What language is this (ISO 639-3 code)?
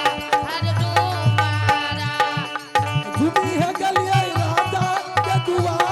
anp